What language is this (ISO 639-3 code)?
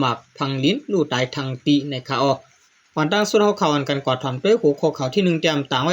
shn